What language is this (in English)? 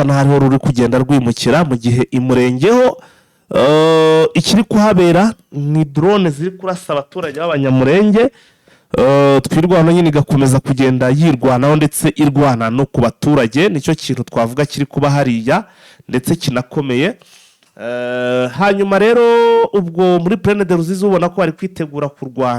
Kinyarwanda